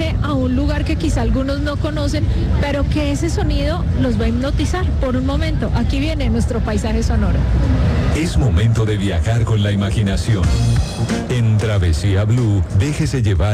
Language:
Spanish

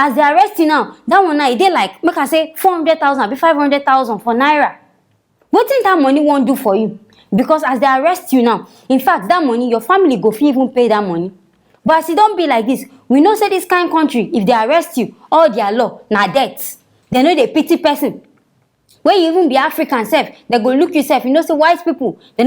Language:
Nigerian Pidgin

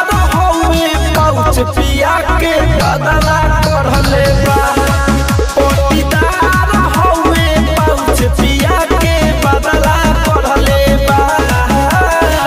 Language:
Bhojpuri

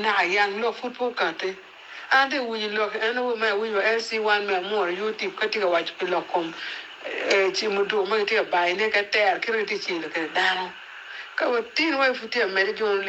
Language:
Acoli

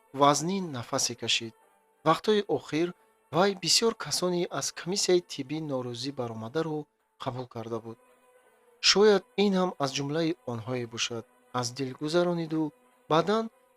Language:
Tajik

